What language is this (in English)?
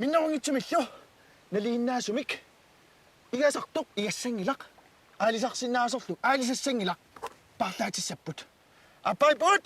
Kalaallisut